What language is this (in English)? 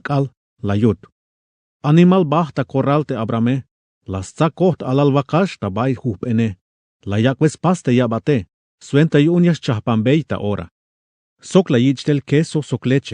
Tzeltal